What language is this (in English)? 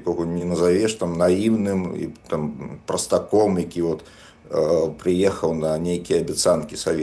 Belarusian